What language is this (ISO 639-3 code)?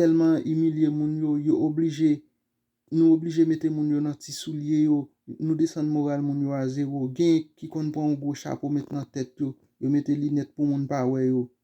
hat